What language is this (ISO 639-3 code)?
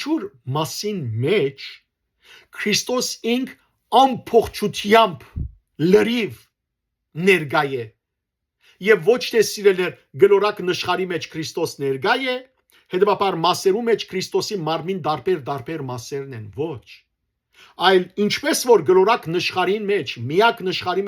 hyw